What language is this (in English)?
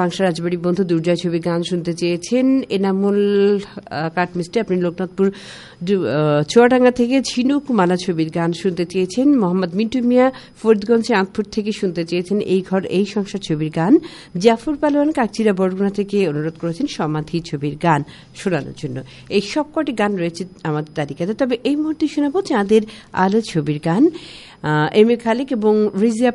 Bangla